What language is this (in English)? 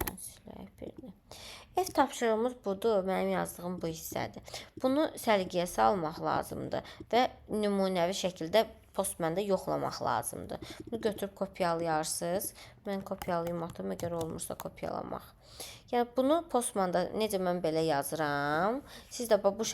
Azerbaijani